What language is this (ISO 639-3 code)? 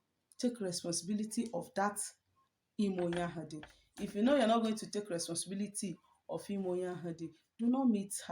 ibo